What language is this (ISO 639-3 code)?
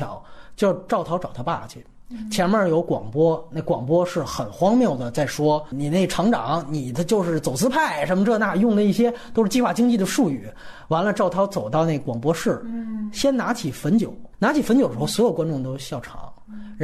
zho